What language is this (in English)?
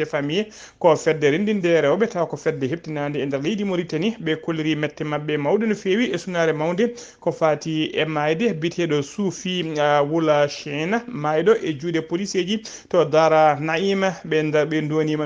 Fula